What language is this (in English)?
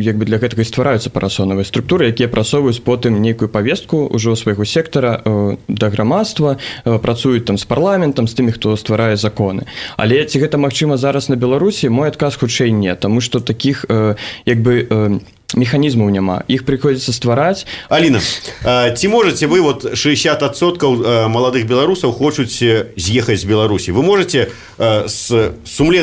Belarusian